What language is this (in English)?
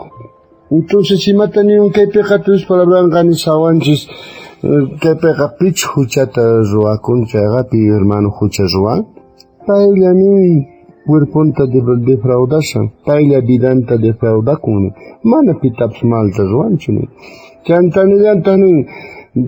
South Bolivian Quechua